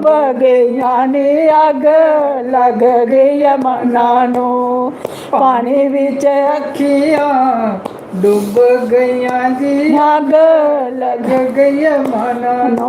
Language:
Dogri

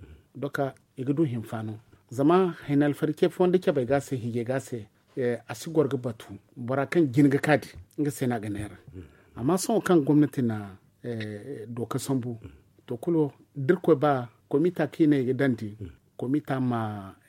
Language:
Zarma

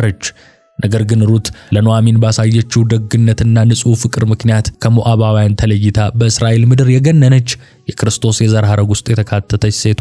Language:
Amharic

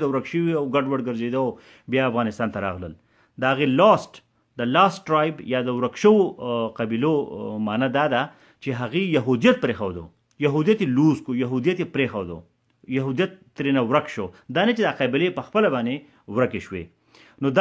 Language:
Pashto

